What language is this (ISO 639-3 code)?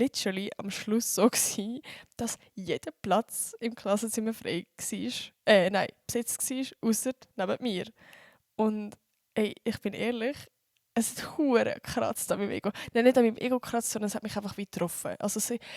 gsw